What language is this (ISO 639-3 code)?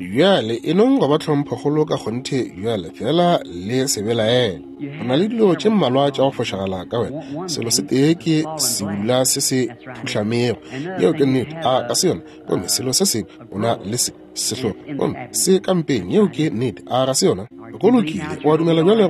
nso